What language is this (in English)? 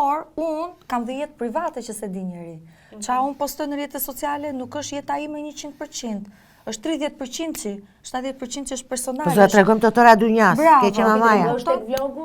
Albanian